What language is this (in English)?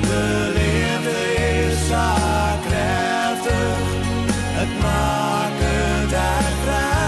Western Frisian